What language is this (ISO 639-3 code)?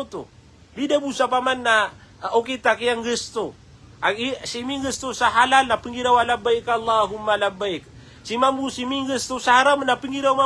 mrw